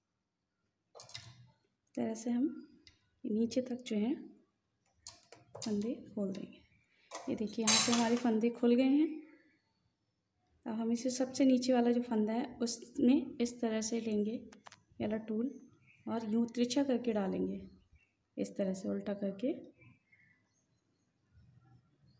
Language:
Hindi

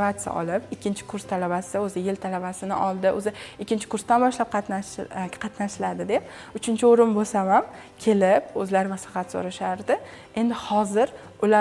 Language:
Uzbek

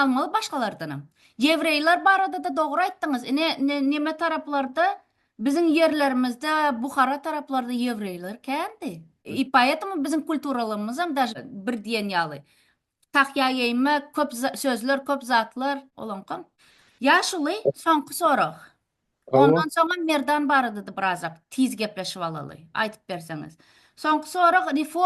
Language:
Turkmen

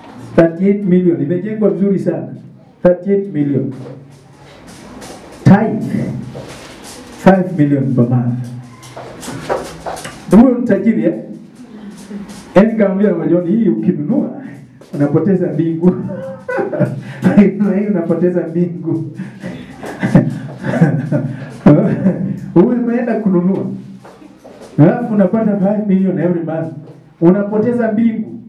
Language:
Swahili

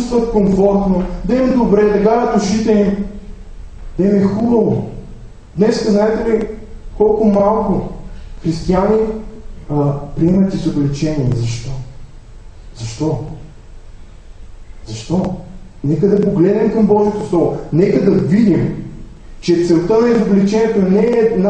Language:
Bulgarian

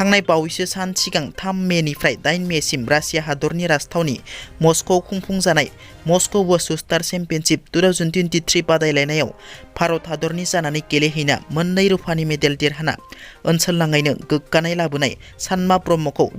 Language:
Bodo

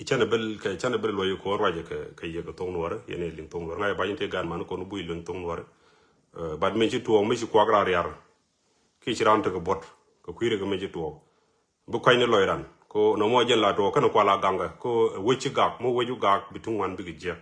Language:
Nuer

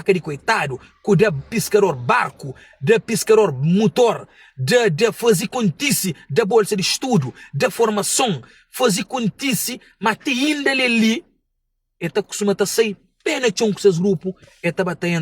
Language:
Kabuverdianu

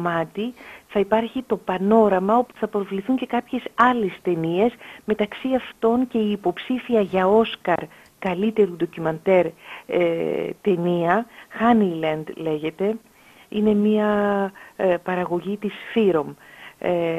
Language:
Greek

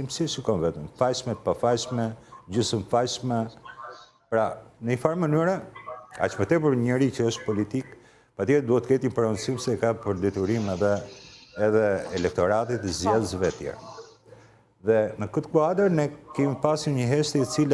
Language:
Albanian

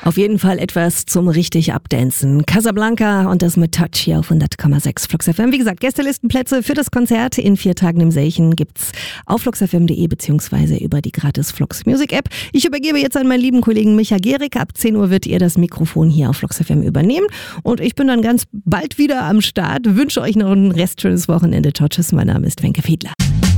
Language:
German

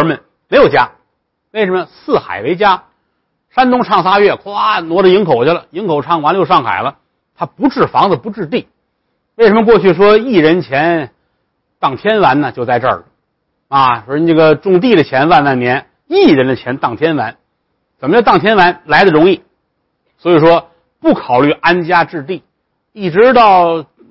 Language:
Chinese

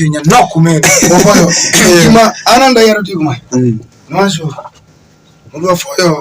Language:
Alur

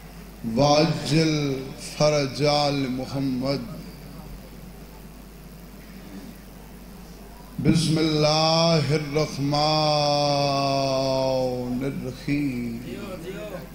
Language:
Urdu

